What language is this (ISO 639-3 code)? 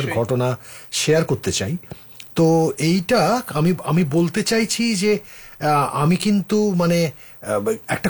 ben